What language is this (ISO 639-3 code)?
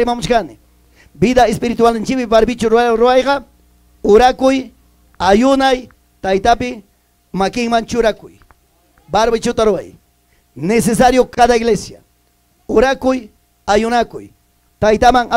quy